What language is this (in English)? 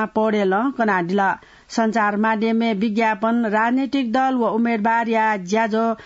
Newari